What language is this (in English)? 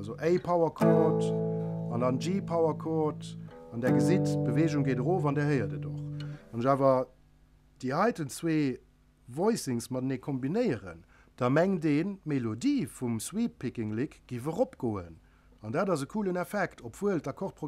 Luxembourgish